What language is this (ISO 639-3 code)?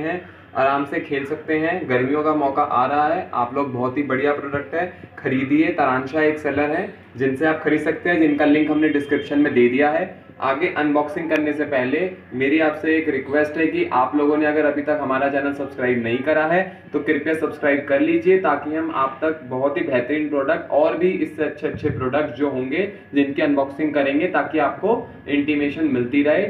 hin